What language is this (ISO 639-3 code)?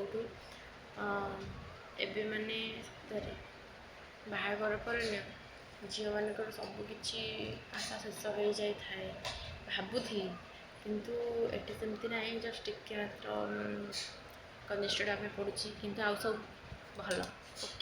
ori